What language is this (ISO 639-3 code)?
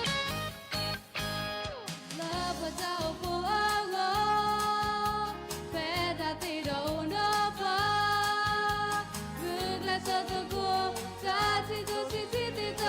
ksw